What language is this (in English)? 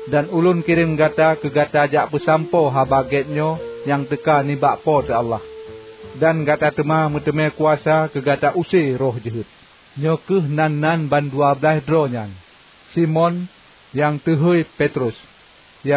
Achinese